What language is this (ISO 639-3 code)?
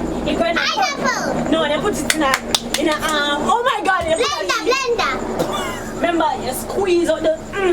jam